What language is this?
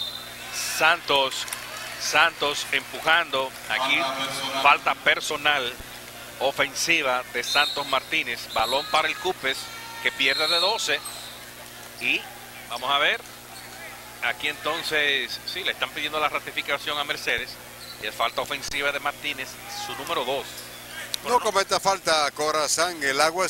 Spanish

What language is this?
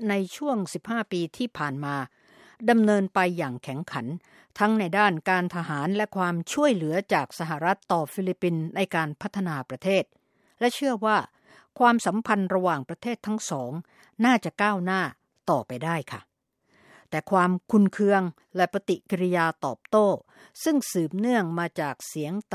Thai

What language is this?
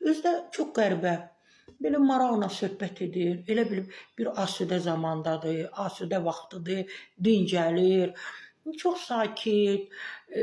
Azerbaijani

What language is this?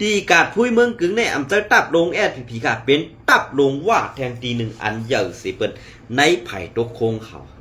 Shan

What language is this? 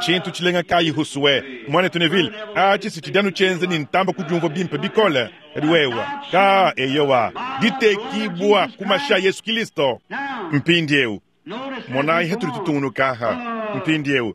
Luba-Lulua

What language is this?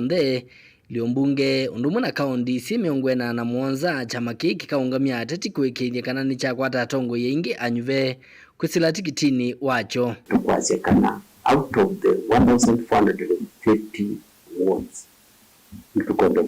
Kamba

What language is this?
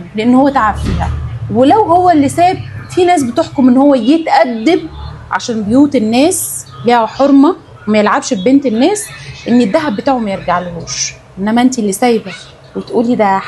Egyptian Arabic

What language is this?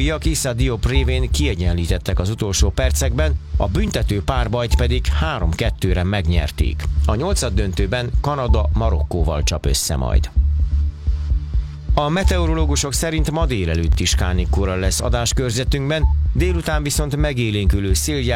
Hungarian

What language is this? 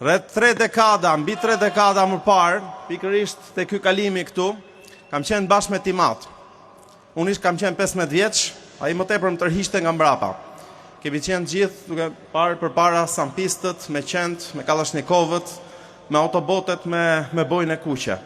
Albanian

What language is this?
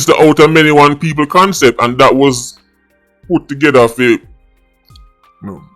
Jamaican Creole English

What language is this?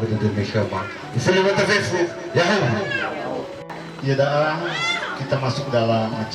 Nias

